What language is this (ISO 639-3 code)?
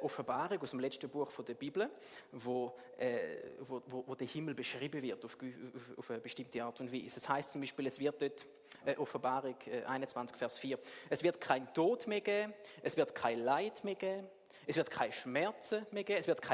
gsw